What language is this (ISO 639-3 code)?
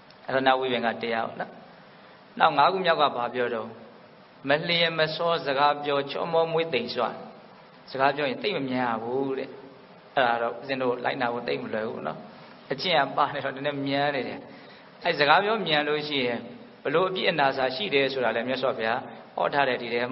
mya